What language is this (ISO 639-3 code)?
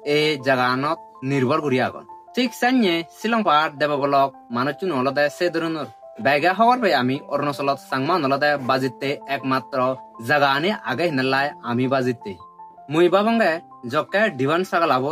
ccp